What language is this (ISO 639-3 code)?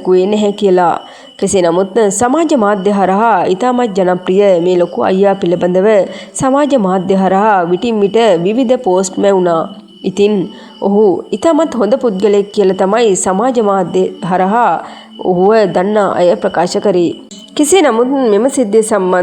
sin